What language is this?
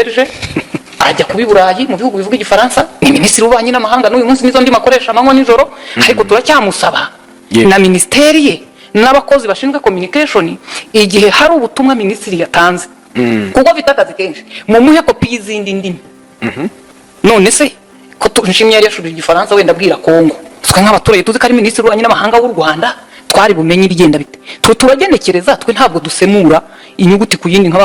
Kinyarwanda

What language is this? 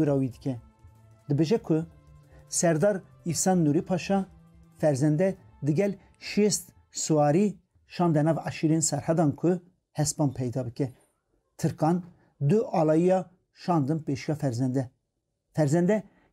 Kurdish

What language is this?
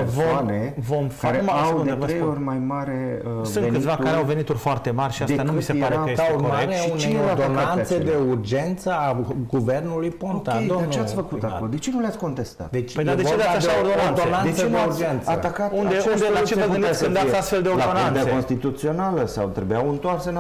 Romanian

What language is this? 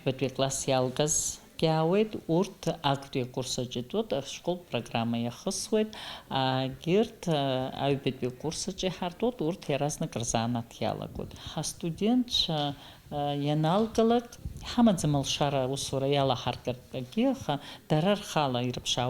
Abkhazian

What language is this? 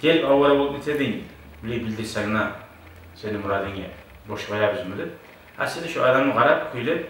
Kumyk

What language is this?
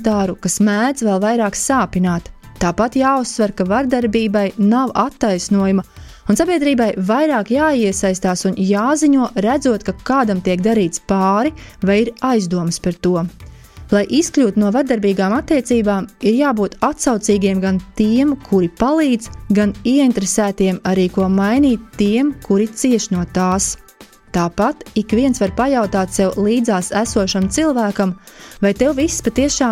Latvian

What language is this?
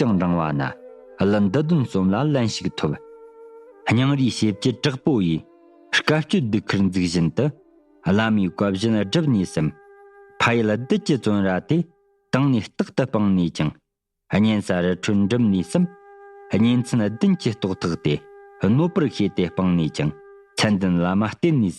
Tibetan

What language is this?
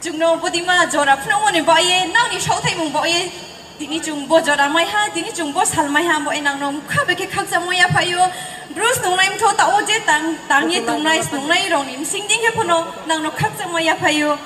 Riang (India)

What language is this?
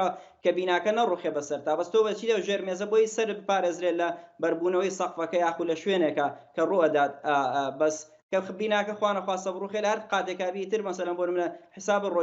Central Kurdish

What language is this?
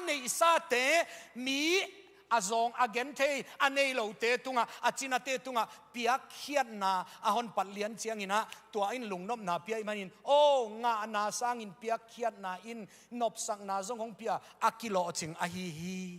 Tedim Chin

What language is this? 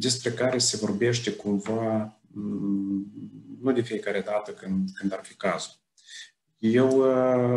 Romanian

